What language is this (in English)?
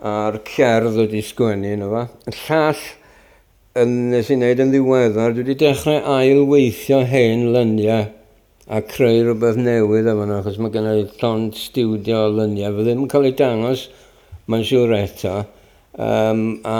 Welsh